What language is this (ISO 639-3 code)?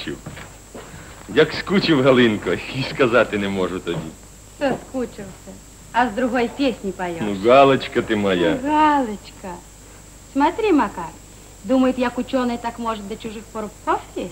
rus